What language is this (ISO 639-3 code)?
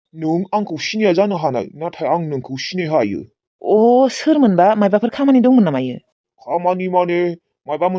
brx